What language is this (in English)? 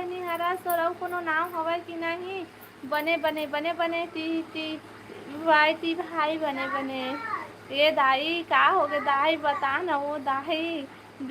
Chhattisgarhi